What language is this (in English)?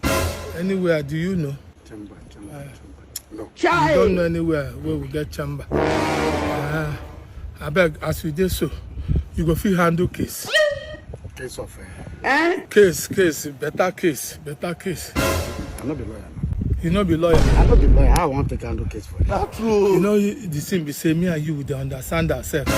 Nigerian Pidgin